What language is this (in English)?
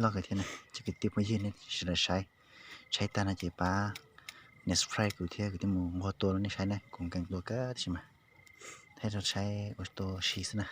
Hmong